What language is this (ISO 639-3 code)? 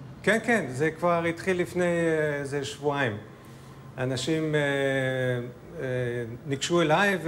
heb